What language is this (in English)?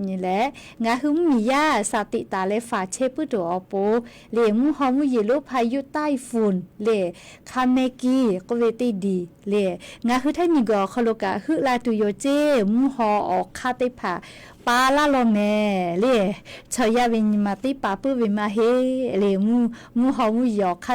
Lahu